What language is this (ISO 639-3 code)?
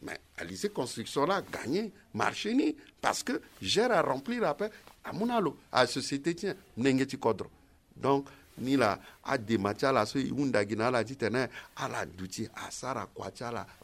sag